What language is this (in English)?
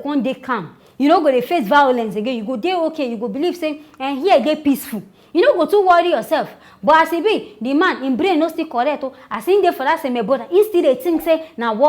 Nigerian Pidgin